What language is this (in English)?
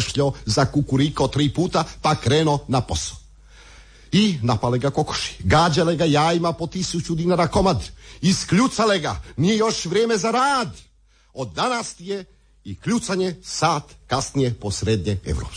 Croatian